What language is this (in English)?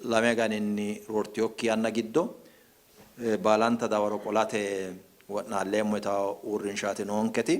Sidamo